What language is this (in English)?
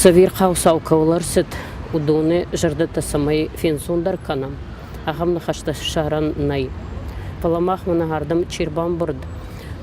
Ossetic